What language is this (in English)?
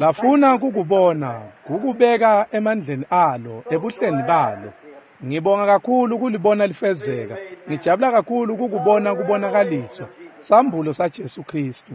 Swati